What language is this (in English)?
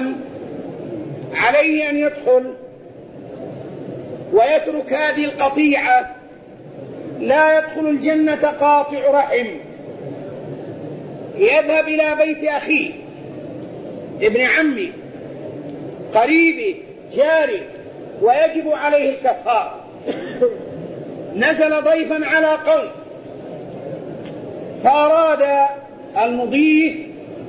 Arabic